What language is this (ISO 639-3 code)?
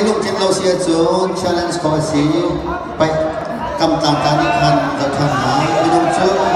cnh